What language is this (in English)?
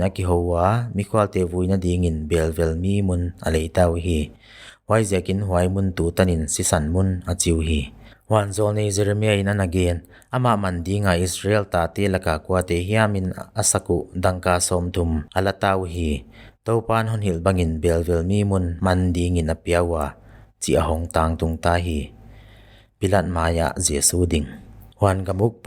Paite Chin